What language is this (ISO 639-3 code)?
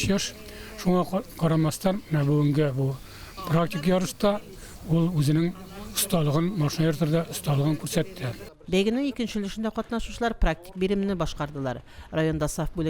tat